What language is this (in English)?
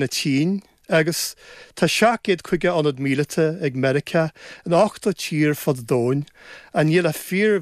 Irish